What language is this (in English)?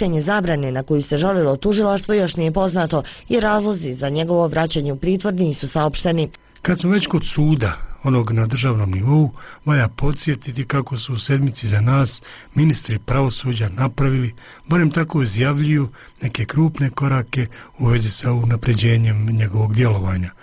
Bosnian